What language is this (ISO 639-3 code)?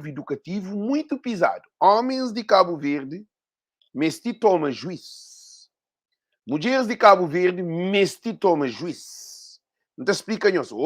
kea